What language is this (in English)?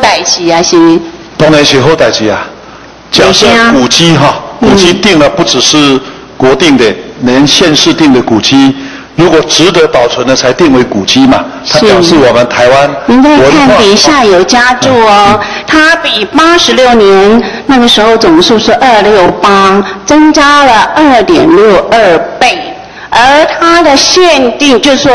Chinese